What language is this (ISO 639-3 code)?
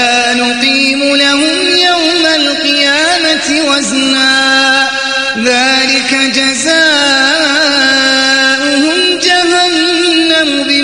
ara